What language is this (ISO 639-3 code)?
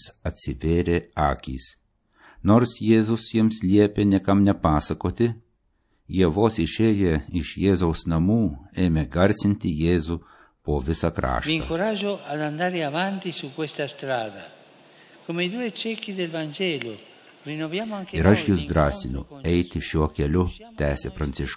lit